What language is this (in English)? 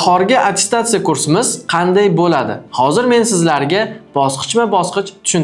Uzbek